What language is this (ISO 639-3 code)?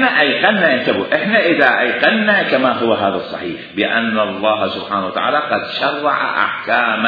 acm